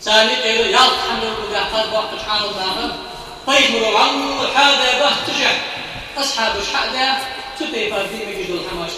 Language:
Ingush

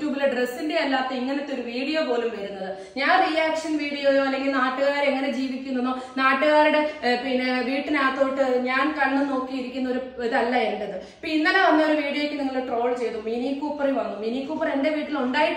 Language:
Malayalam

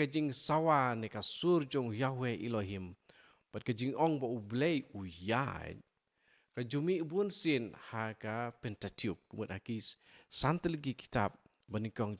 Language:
Khasi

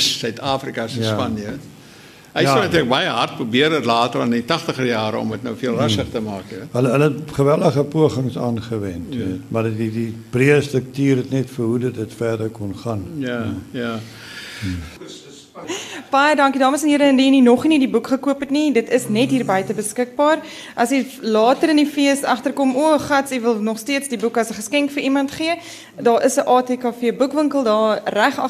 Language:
Afrikaans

